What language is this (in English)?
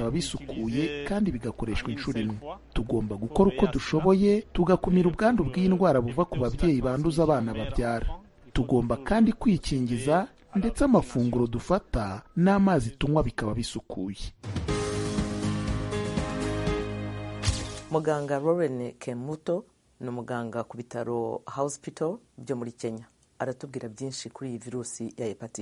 Kinyarwanda